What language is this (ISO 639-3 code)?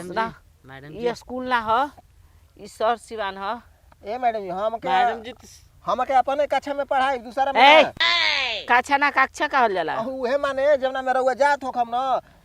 bho